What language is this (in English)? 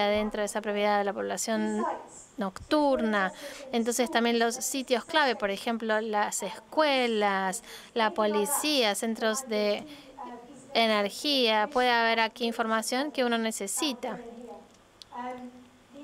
Spanish